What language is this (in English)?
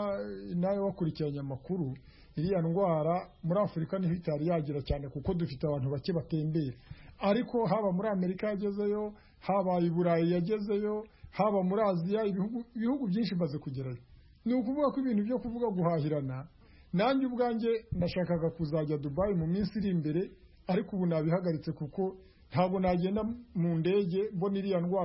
Kinyarwanda